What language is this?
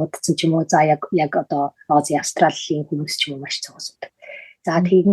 Mongolian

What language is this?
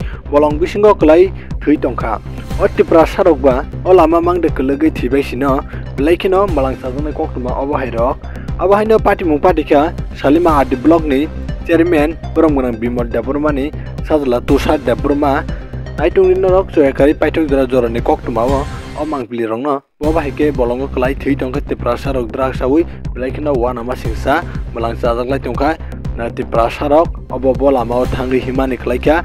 Kok Borok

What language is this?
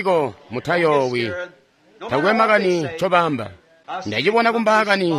Tonga (Zambia)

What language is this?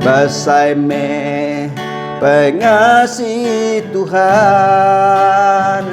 Iban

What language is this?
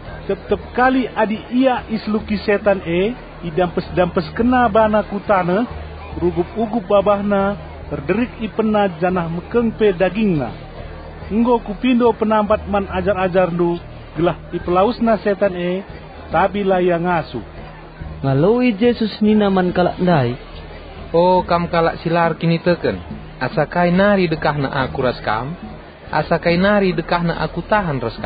Batak Karo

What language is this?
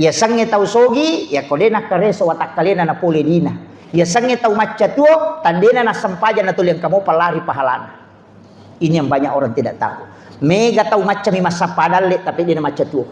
Buginese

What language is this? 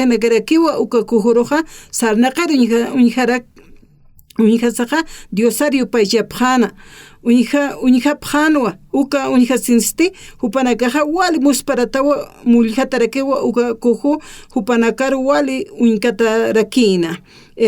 Aymara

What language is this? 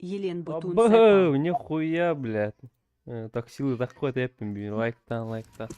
Yakut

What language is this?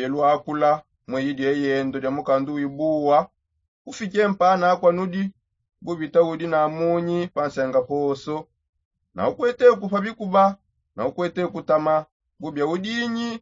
Songe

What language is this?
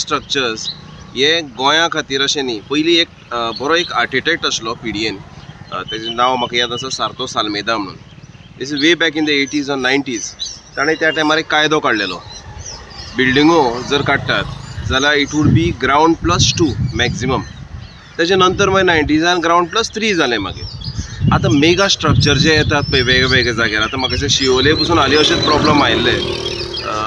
Konkani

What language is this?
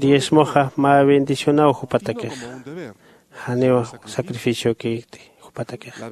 Aymara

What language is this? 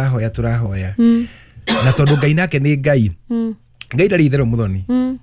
Kikuyu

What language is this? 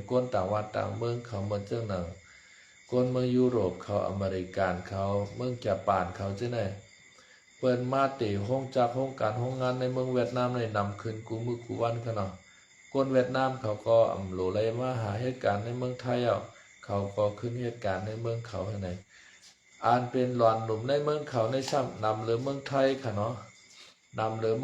Shan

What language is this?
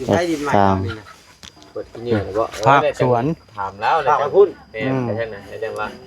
Lao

